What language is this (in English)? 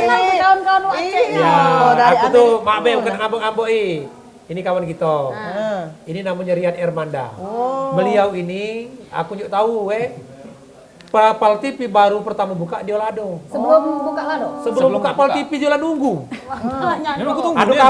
Musi